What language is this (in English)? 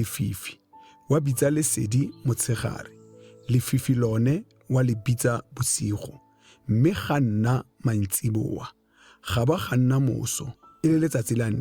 Tswana